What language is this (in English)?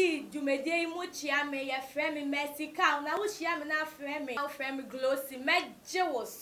Akan